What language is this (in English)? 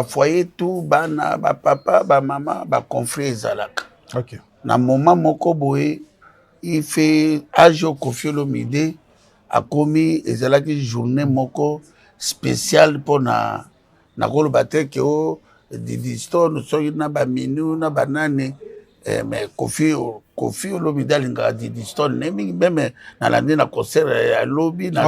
Lingala